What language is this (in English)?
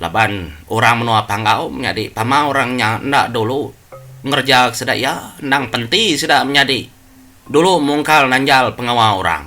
Iban